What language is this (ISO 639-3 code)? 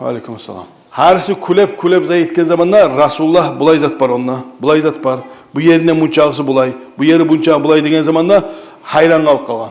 kum